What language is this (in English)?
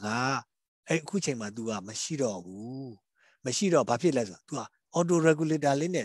Burmese